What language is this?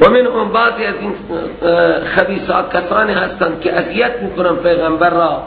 Persian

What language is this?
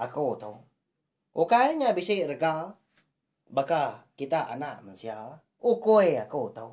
Iban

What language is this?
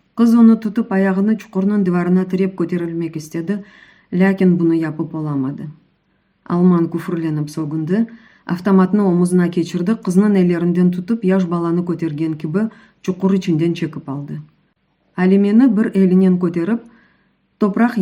Crimean Tatar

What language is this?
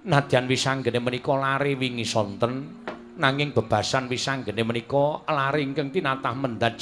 Javanese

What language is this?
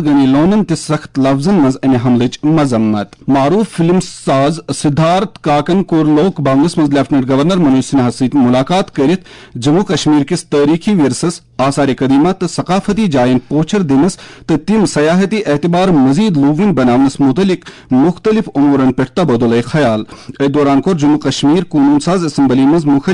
Kashmiri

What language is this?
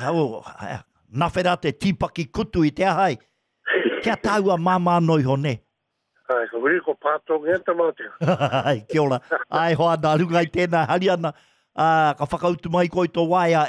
Māori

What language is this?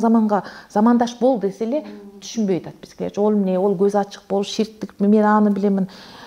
Kyrgyz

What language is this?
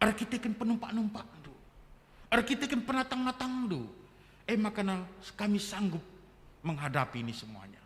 Batak Karo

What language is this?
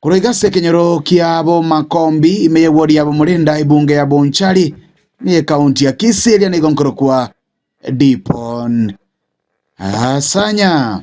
Gusii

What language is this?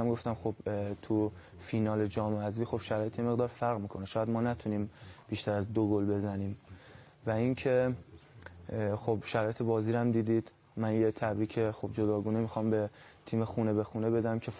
Persian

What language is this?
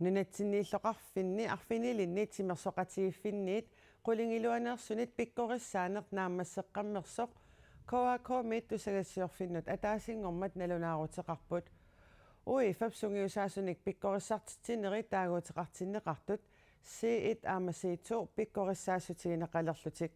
Kalaallisut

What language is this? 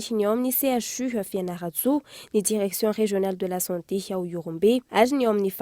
Malagasy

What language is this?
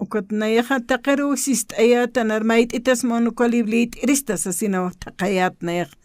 Aymara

